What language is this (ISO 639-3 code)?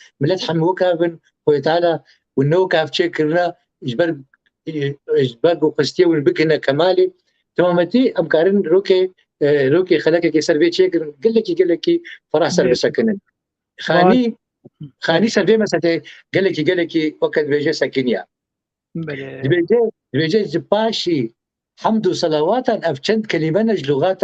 kur